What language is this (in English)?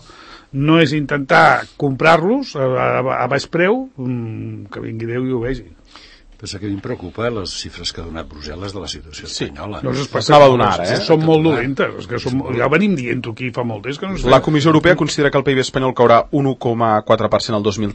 Catalan